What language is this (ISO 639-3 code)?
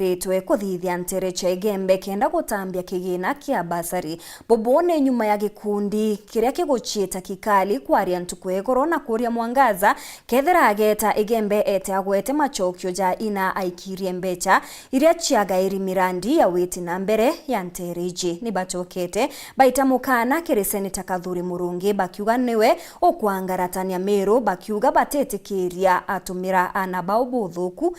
mer